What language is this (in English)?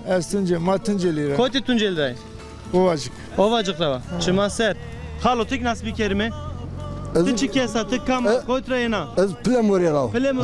Zaza